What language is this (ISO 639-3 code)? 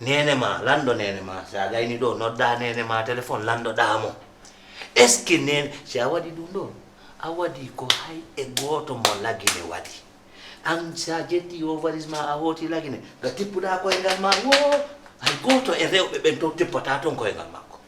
ful